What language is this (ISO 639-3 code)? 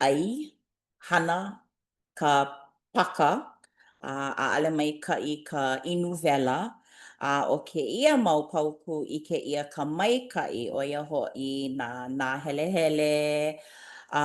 haw